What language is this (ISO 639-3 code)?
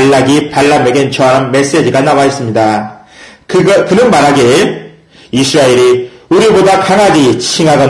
kor